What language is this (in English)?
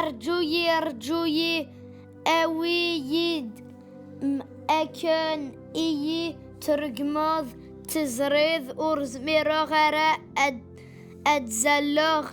Kabyle